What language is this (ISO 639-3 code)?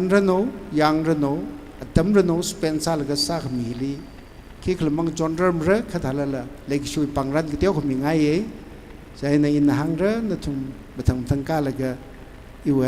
nmf